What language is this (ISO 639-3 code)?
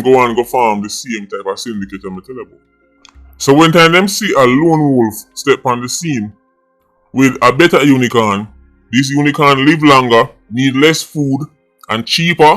jam